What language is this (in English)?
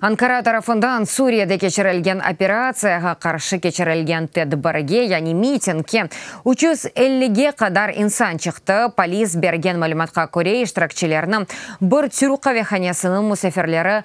Crimean Tatar